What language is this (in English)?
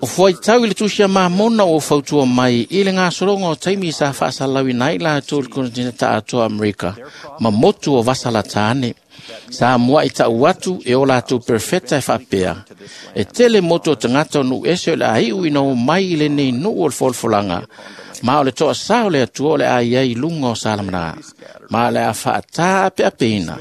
Samoan